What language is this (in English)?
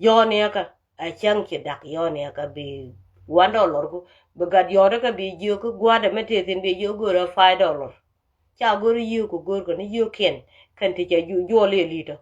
Nuer